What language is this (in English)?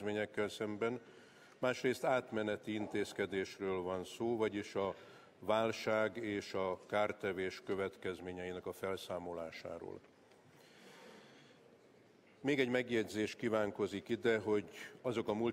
Hungarian